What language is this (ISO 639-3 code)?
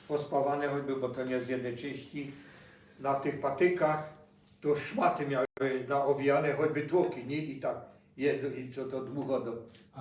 szl